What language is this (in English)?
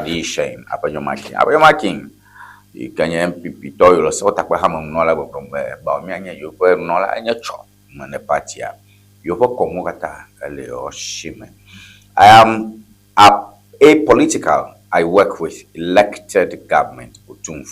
Ewe